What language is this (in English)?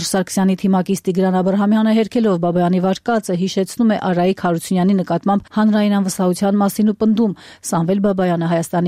Armenian